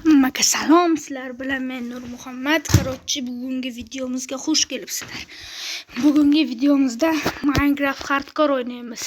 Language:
Uzbek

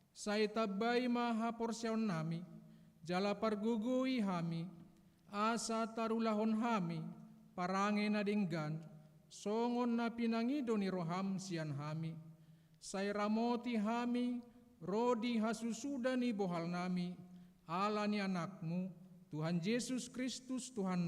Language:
Batak Toba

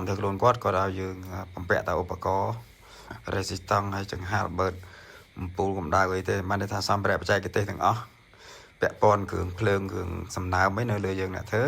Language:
Khmer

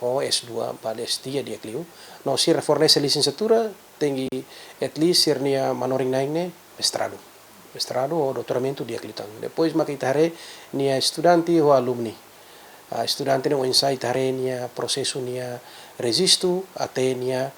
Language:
Tetum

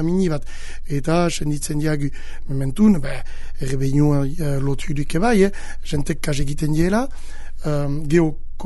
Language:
Basque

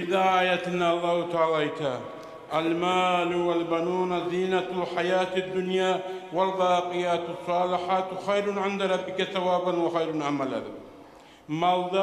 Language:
Kumyk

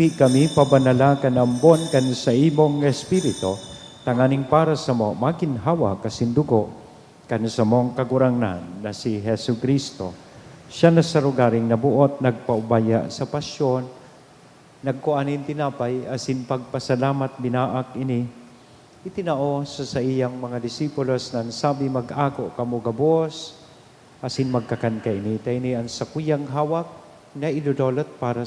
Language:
Bikol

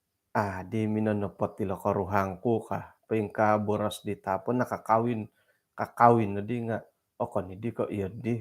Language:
Central Dusun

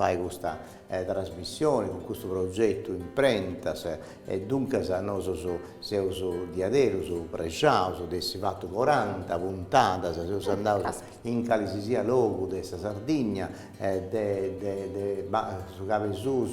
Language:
Sardinian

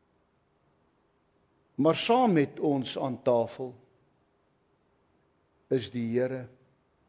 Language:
Afrikaans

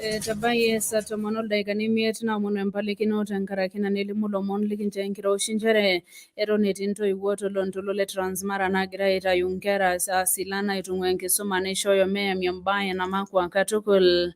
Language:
Masai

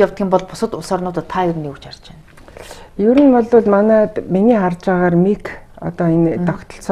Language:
Mongolian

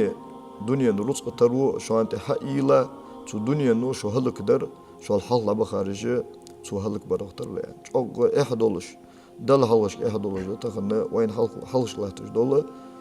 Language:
Ingush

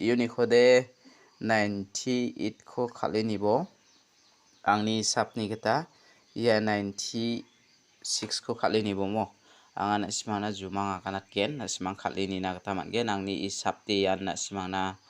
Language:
Garo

